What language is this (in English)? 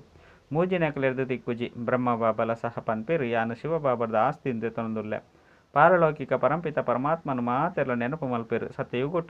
Tulu